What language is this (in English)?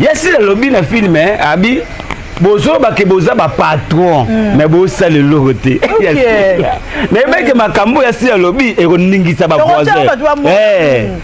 Lingala